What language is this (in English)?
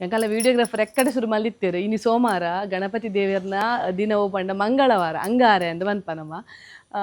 Tulu